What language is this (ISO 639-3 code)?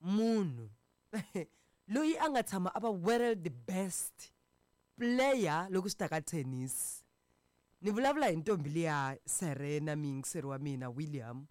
tso